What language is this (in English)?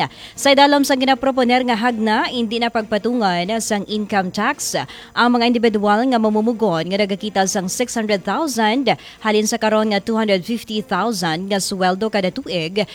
Hiligaynon